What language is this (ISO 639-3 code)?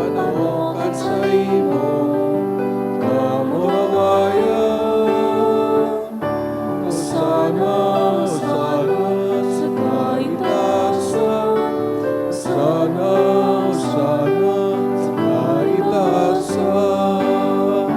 bik